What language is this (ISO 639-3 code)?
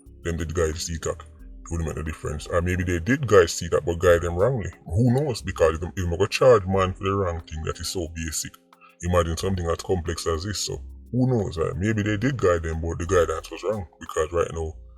jam